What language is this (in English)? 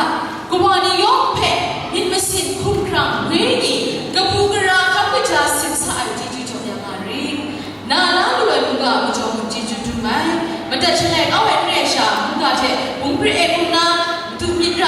Kachin